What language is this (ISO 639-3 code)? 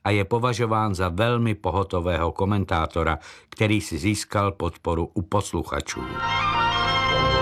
ces